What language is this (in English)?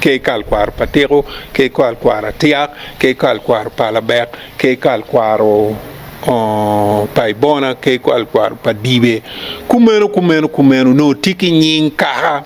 Acoli